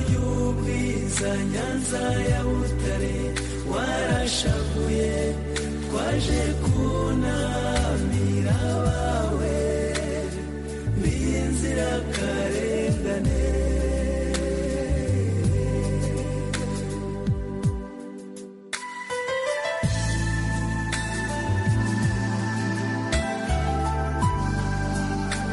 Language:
Kinyarwanda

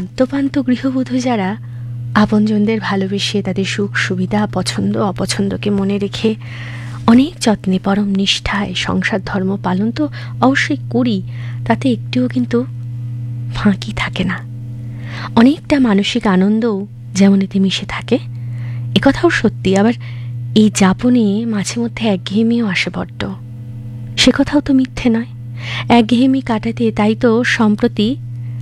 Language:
Bangla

